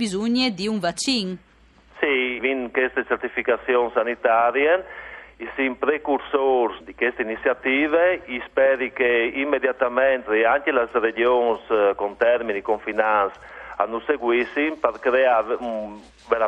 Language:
Friulian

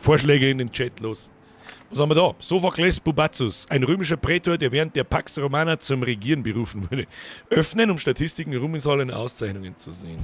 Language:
Bavarian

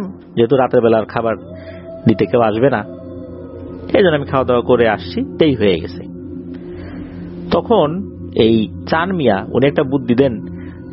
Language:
Bangla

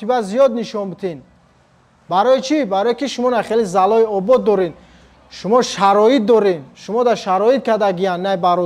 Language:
Tajik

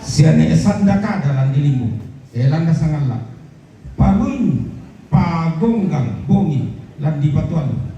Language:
Toraja-Sa'dan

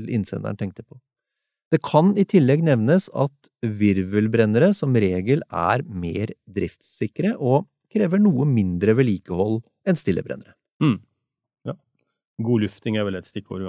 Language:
Norwegian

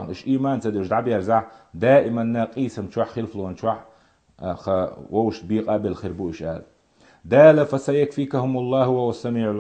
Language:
Chechen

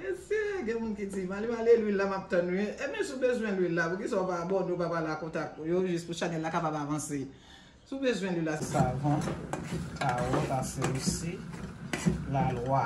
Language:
Haitian Creole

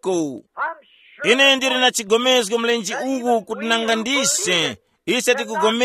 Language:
Tumbuka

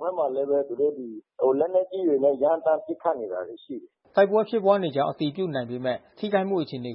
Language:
Burmese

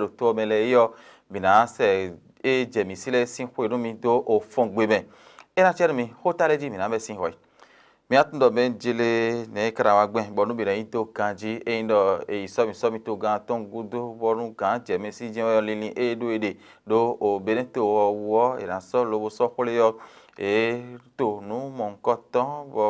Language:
Fon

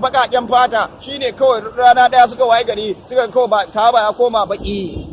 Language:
Hausa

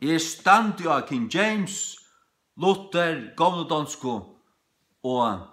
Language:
Faroese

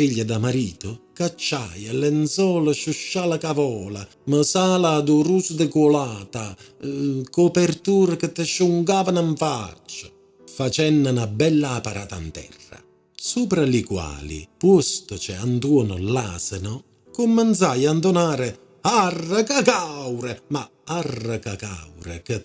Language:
Neapolitan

